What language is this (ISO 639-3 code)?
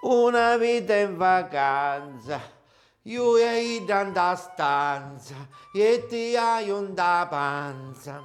scn